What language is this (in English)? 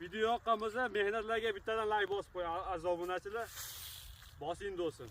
Uzbek